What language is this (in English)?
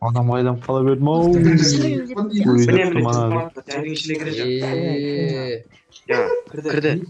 Kara-Kalpak